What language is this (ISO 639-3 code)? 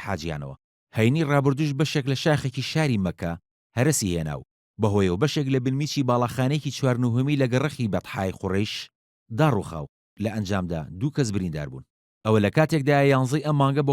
ckb